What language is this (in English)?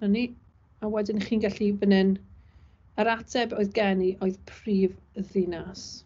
Welsh